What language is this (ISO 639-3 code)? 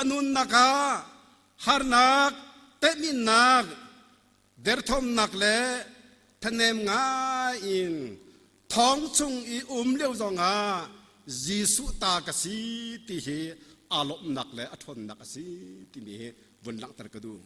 cnh